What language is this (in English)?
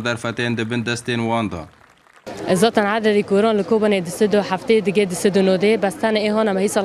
Kurdish